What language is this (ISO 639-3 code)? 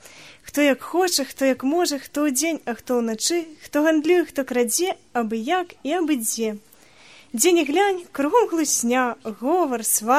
bel